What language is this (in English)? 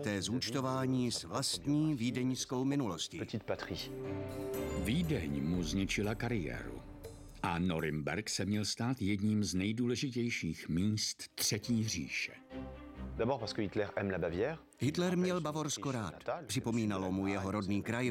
Czech